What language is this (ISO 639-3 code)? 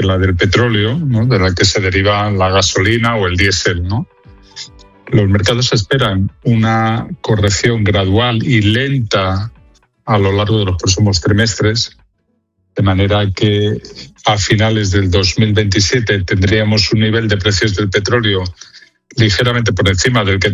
spa